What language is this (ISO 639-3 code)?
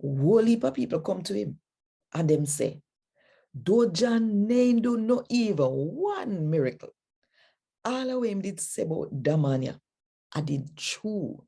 jam